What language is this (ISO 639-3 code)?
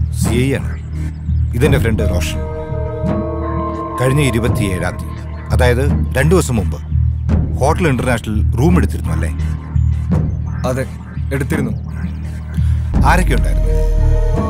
mal